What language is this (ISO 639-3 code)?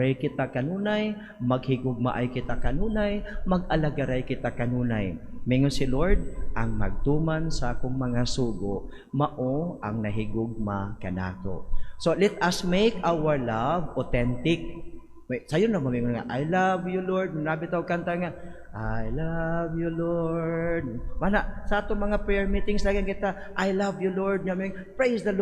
ceb